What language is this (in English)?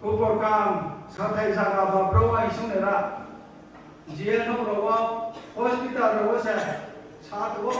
Riang (India)